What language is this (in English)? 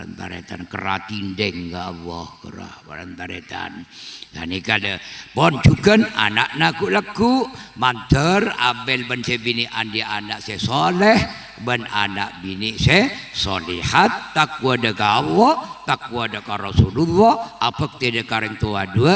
Madurese